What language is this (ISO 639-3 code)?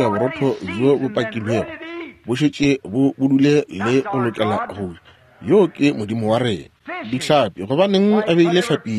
nso